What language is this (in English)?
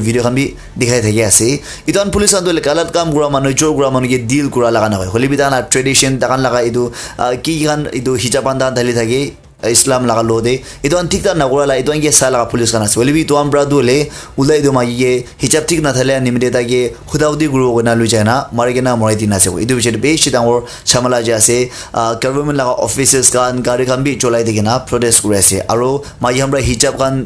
Naga Pidgin